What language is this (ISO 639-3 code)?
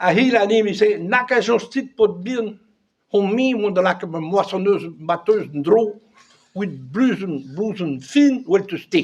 bre